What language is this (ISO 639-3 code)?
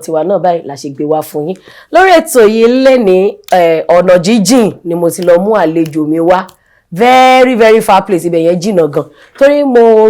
yor